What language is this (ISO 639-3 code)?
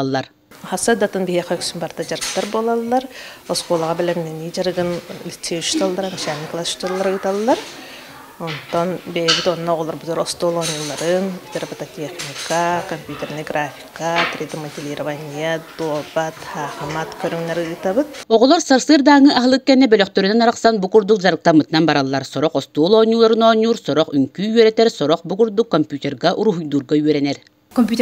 sah